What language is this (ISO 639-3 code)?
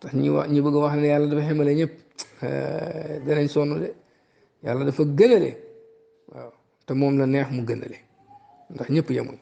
wol